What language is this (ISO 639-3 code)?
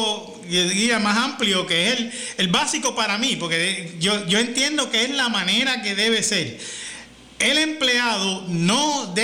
spa